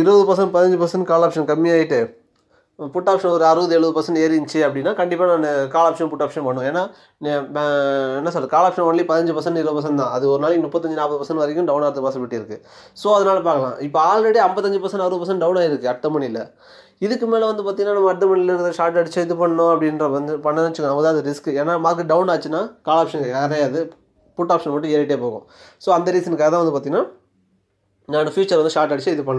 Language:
Tamil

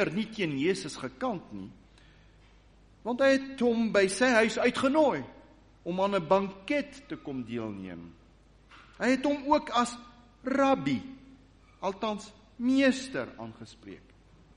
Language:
Afrikaans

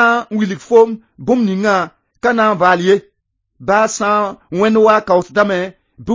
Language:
Mossi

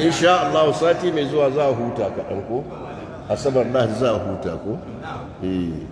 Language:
Hausa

